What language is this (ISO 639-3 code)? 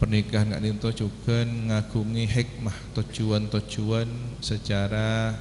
mad